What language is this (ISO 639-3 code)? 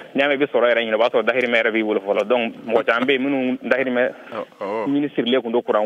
bam